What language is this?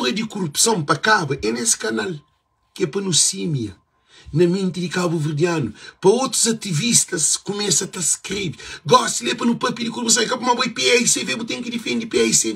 Kabuverdianu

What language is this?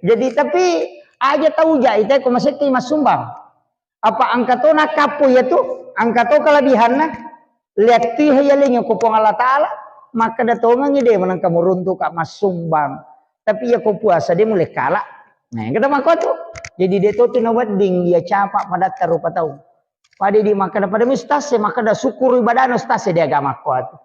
Buginese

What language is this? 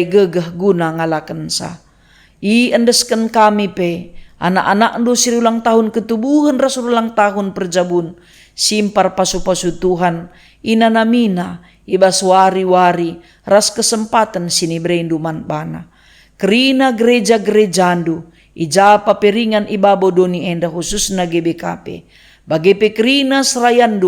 Batak Karo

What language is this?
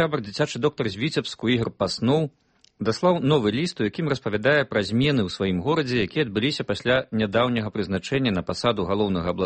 Belarusian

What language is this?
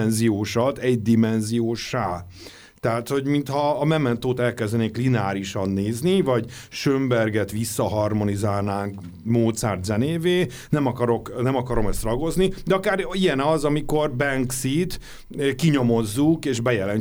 Hungarian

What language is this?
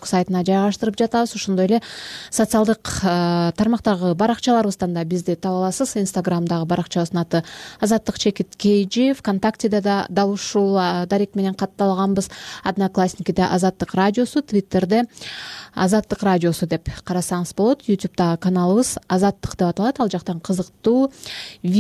Kyrgyz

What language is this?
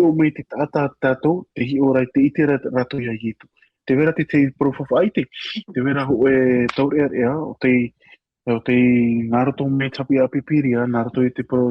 Tahitian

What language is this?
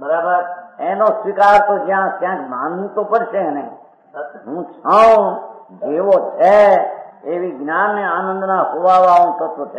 Gujarati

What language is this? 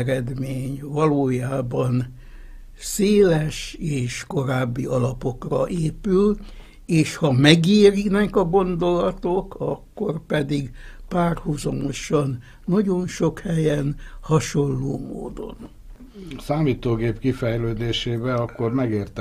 Hungarian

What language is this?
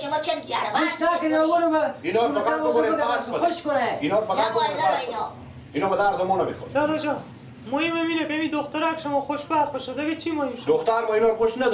Persian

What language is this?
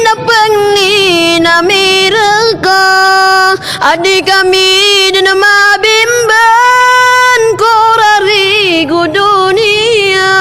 Maranao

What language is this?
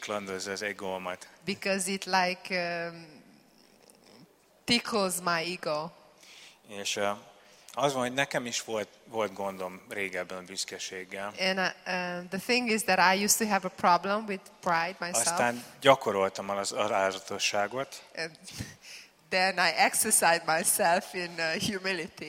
Hungarian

